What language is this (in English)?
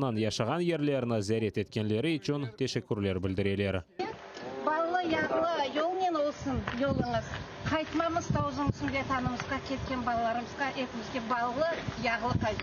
Crimean Tatar